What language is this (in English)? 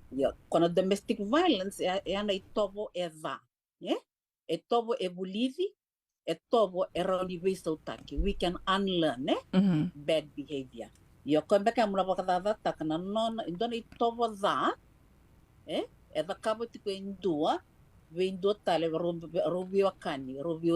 Fijian